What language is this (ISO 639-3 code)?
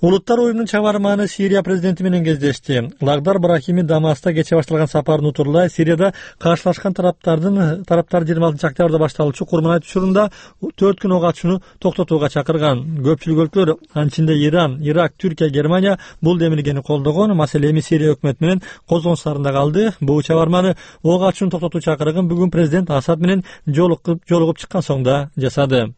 kir